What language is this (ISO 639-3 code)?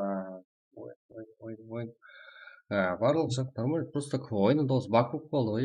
kaa